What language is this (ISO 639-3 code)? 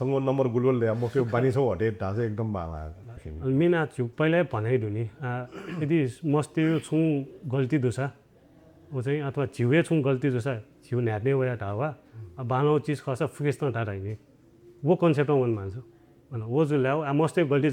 new